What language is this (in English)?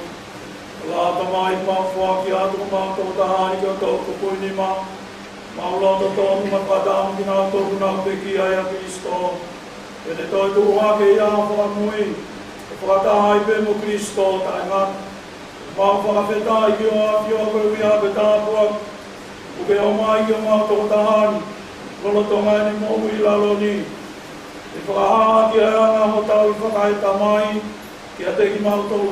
Tongan